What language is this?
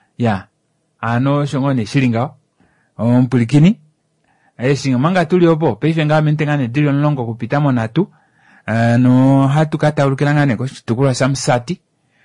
Kuanyama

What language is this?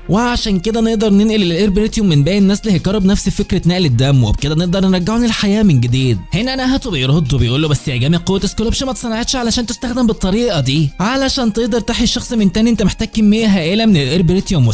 Egyptian Arabic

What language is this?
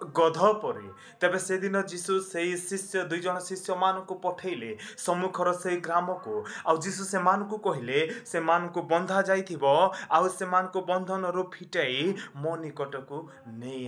Odia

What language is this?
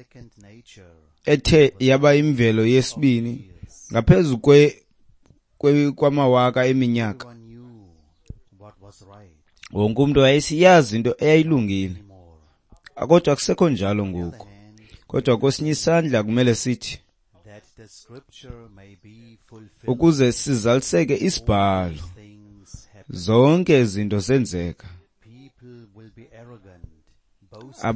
Xhosa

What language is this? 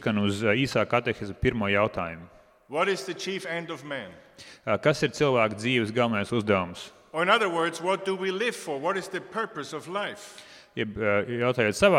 Latvian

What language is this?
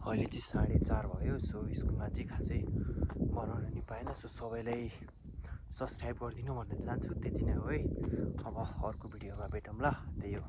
Nepali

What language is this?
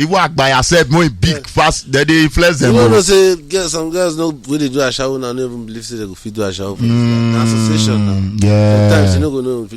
Nigerian Pidgin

